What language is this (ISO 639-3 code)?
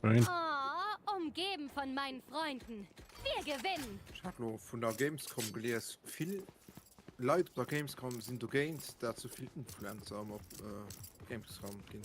ltz